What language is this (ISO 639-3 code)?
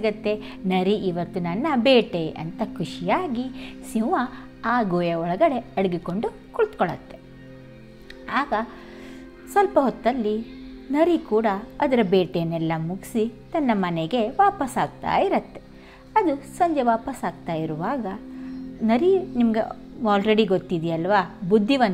kan